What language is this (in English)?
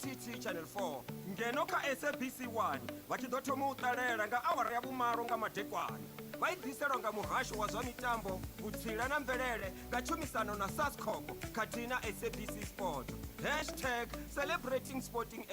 Venda